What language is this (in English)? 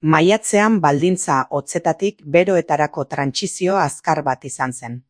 Basque